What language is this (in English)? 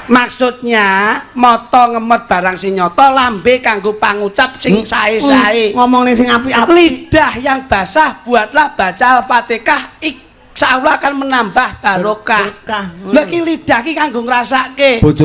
Javanese